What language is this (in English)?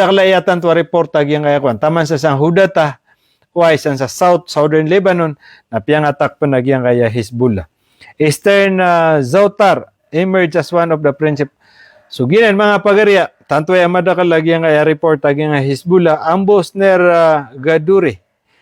Maranao